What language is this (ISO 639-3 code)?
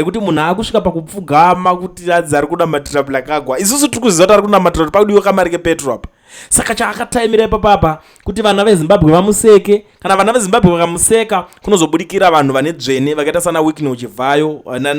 sna